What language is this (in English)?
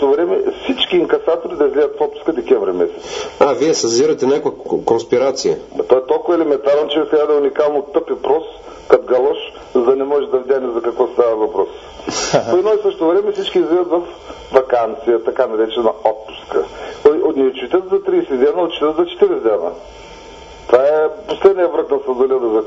Bulgarian